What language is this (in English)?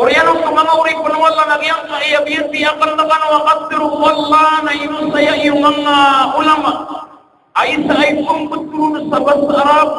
Maranao